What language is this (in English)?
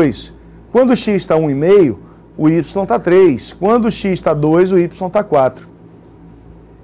Portuguese